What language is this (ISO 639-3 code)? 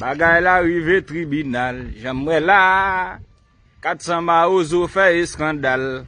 hat